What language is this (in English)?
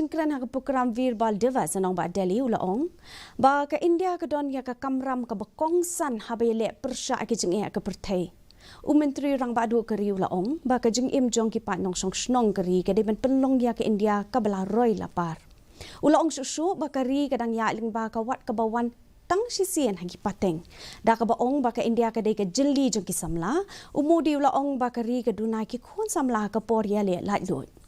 Khasi